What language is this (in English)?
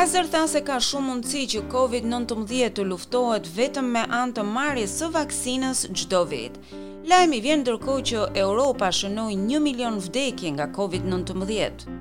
Albanian